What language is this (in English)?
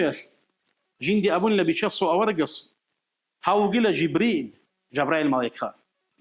Avaric